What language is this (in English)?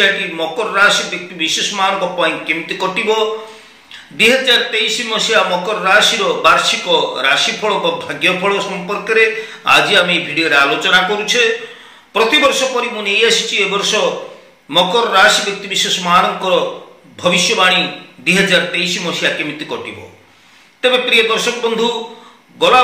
Odia